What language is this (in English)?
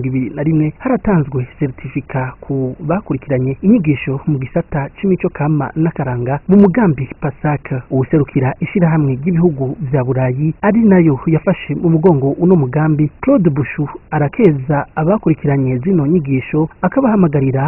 Rundi